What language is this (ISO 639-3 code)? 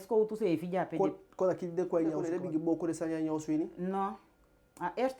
djk